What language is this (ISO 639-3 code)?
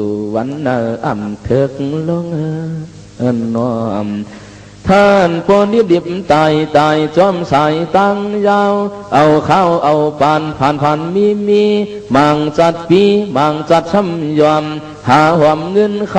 shn